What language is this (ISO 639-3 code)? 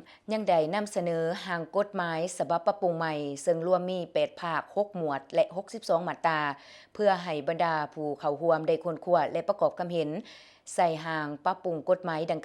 lao